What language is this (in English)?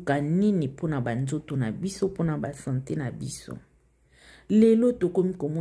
Lingala